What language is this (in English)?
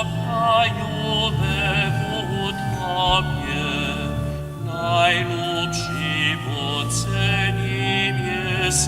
Upper Sorbian